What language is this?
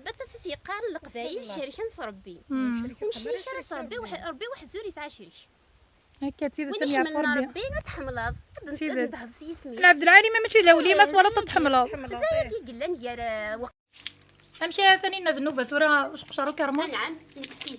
Kabyle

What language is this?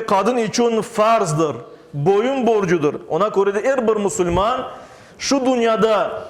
Crimean Tatar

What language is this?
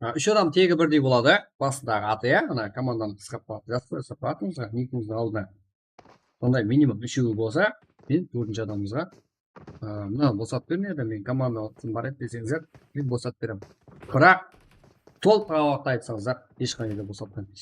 Kara-Kalpak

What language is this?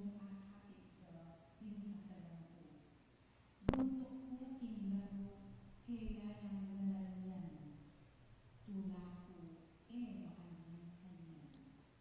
Pampanga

